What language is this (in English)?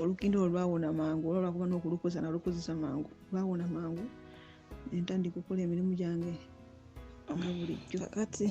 Ganda